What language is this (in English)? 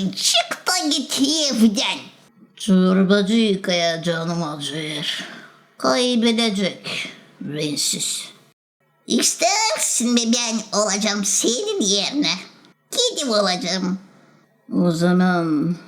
Gagauz